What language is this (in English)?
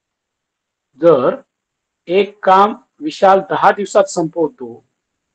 Marathi